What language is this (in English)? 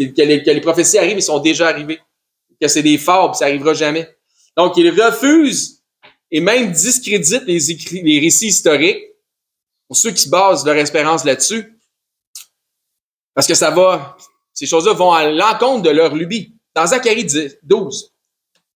French